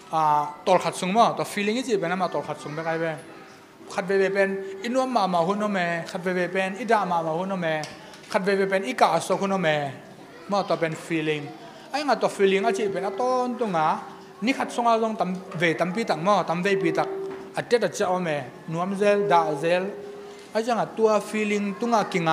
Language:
Tedim Chin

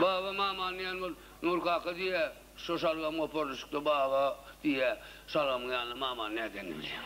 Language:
Turkmen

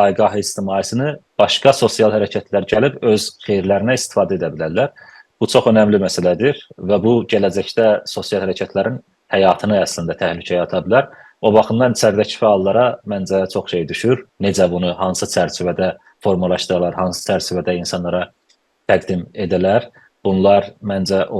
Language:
South Azerbaijani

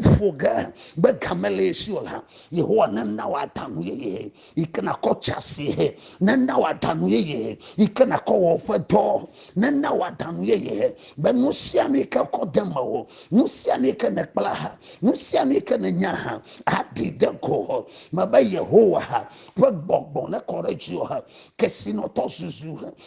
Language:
Ewe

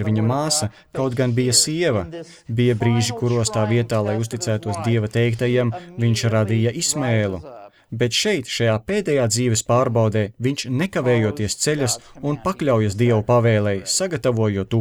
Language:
Latvian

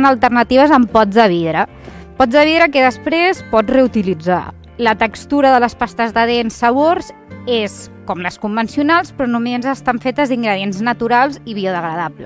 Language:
Catalan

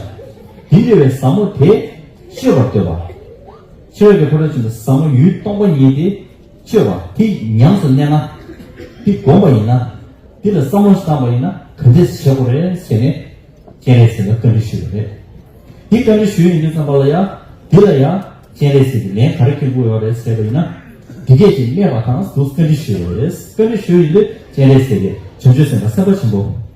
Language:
Tibetan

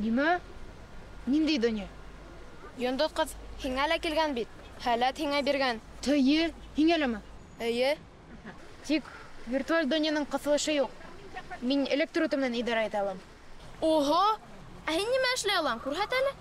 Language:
Bashkir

